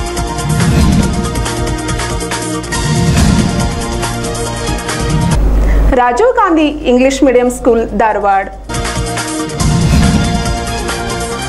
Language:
Kannada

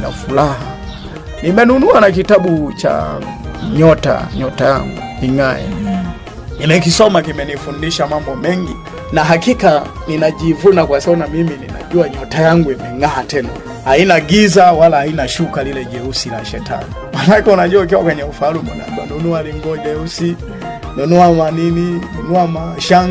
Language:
Swahili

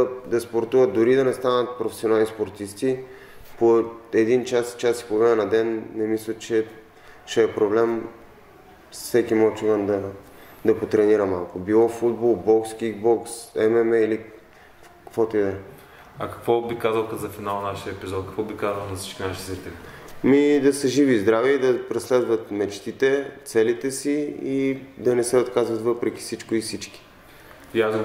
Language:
Bulgarian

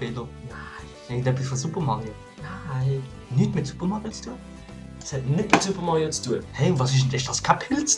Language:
Swiss German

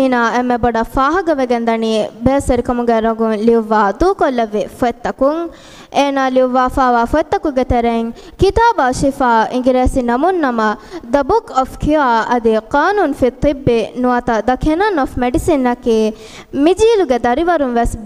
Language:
Divehi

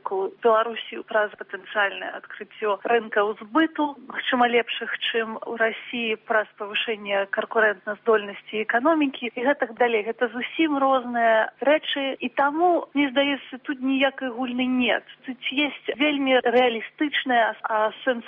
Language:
Belarusian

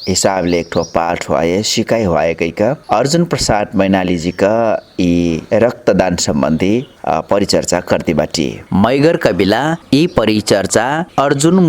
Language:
Dangaura Tharu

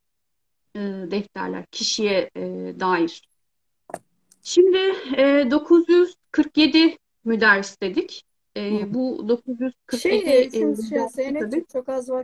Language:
Turkish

